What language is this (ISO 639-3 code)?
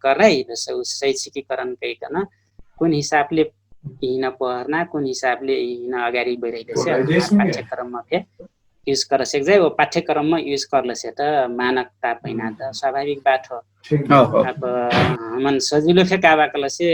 thl